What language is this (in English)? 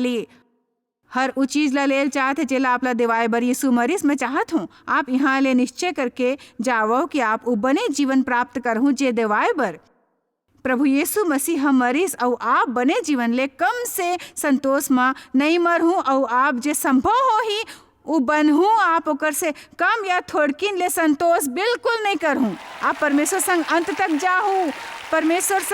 Chhattisgarhi